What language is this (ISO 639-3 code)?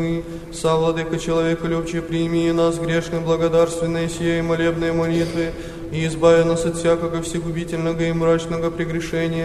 chu